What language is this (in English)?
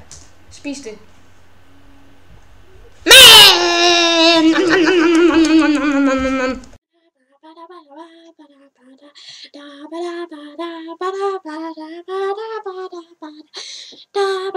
Danish